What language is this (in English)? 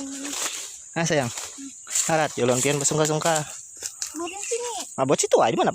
Banjar